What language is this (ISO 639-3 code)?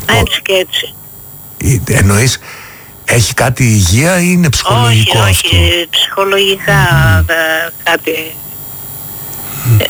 ell